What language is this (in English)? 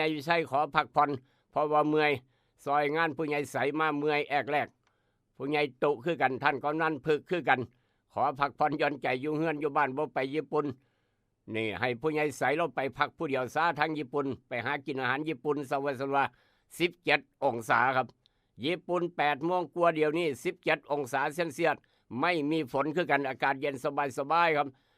Northeastern Thai